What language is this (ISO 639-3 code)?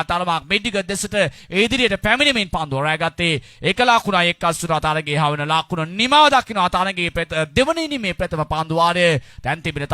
sin